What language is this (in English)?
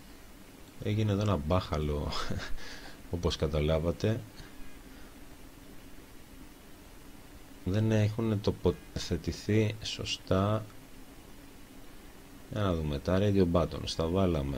Greek